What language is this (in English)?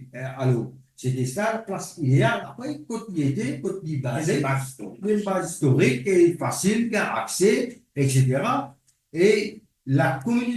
Morisyen